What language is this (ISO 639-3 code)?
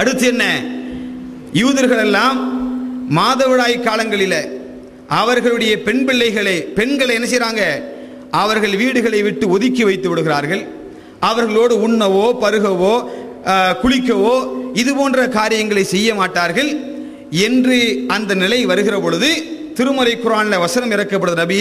tam